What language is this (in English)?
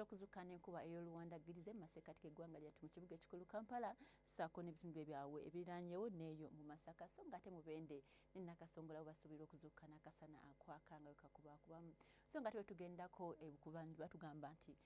Ganda